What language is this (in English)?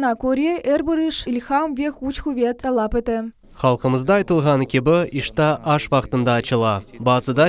Crimean Tatar